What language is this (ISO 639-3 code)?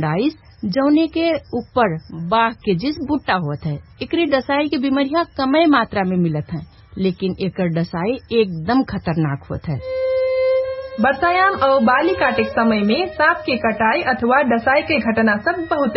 bho